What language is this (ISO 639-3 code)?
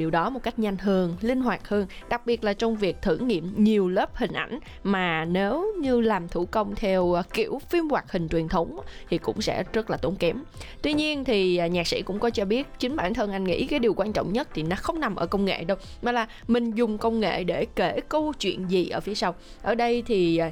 vie